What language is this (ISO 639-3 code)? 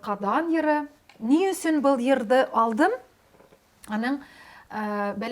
bak